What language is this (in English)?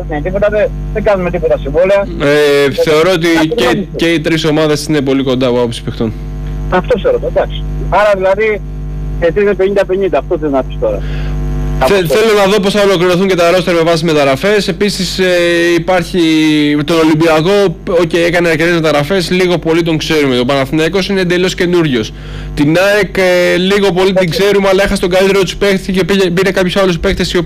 Greek